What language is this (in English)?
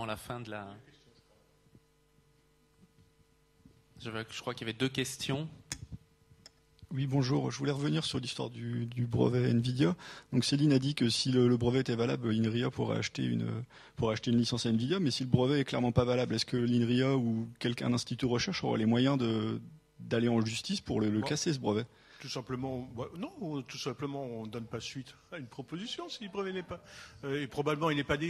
French